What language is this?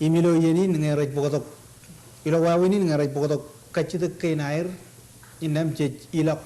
Marshallese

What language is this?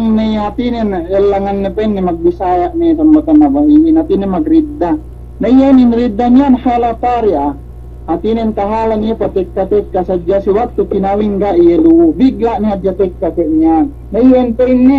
Yakan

